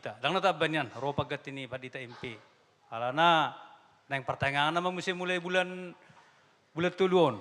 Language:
Batak Toba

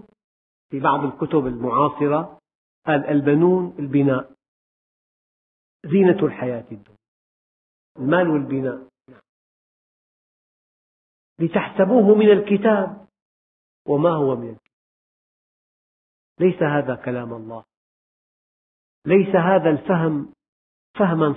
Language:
Arabic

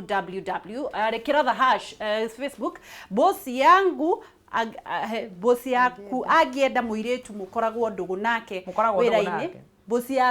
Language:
Kikuyu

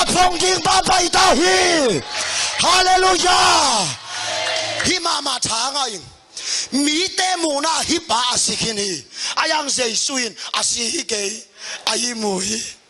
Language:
Tedim Chin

